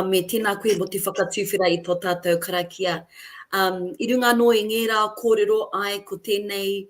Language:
Māori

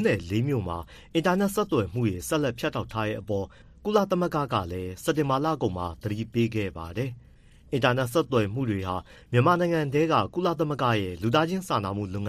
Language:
Burmese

